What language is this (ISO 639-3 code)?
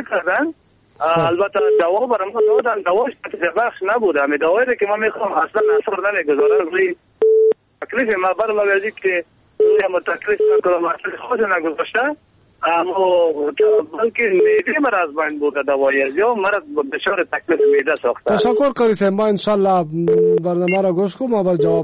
fas